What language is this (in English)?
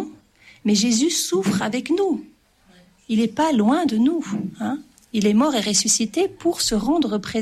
French